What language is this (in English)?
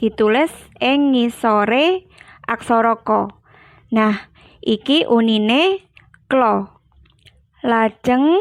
Javanese